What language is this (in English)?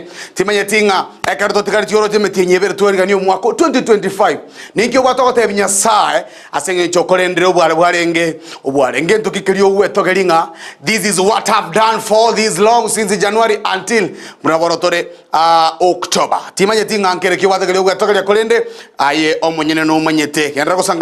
Gusii